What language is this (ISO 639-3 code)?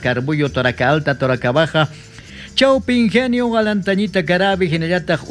quh